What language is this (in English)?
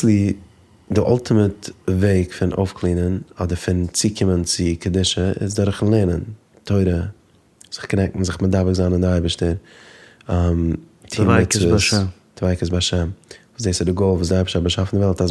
Yiddish